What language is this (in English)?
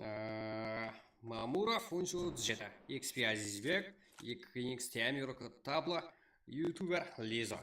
Kara-Kalpak